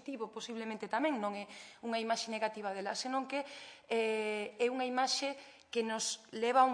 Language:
Galician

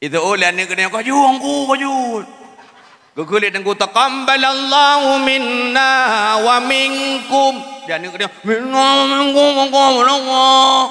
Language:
Achinese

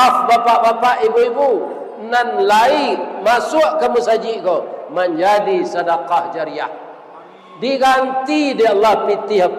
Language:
Minangkabau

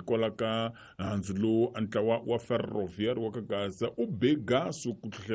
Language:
Tsonga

